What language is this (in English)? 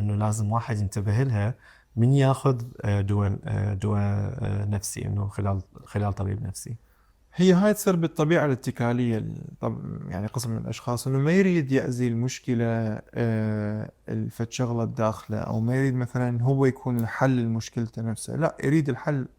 Mesopotamian Arabic